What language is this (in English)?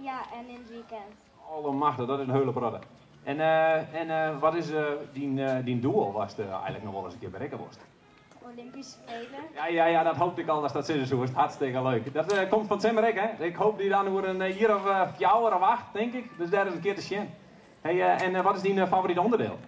Western Frisian